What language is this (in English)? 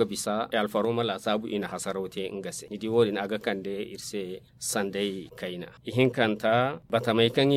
Zarma